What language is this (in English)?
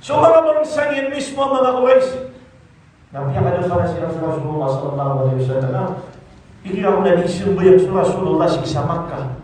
Maranao